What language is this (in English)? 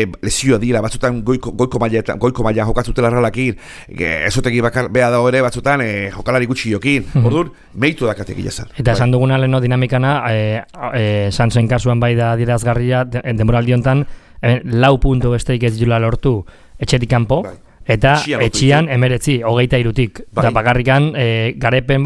Basque